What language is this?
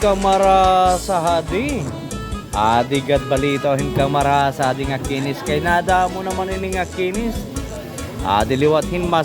Waray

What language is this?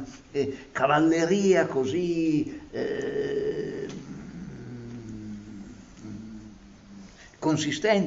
Italian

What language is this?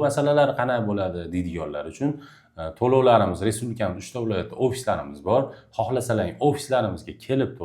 Uzbek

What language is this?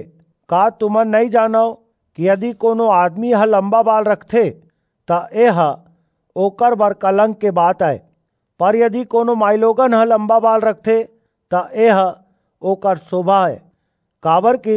Chhattisgarhi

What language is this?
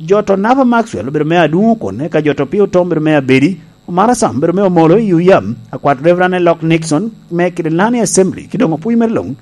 Lango (Uganda)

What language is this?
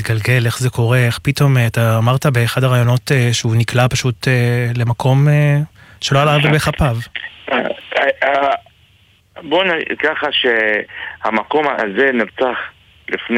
Hebrew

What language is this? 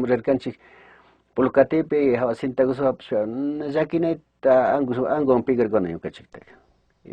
Chimborazo Highland Quichua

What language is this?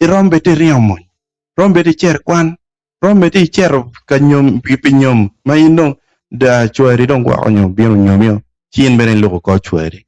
Acoli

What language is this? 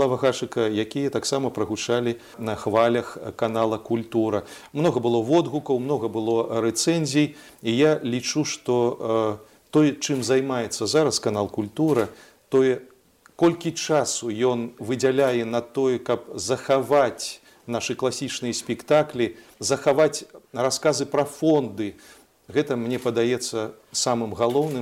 Belarusian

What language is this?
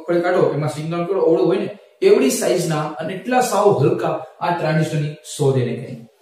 Gujarati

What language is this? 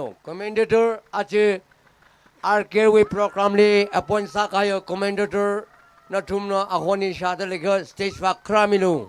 Tangkhul Naga (India)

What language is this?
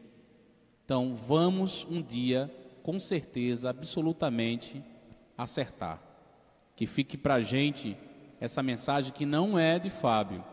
Portuguese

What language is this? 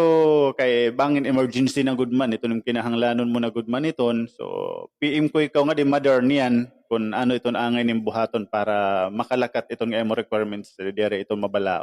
Waray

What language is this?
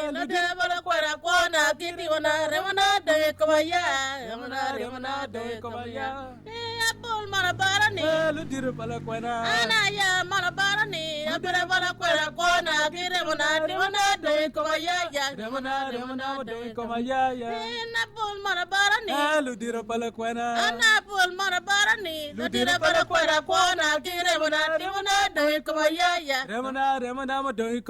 Acoli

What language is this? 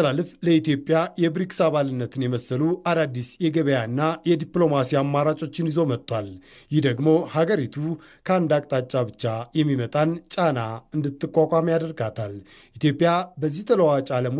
Amharic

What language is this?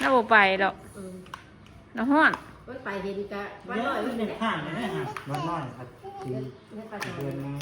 Northeastern Thai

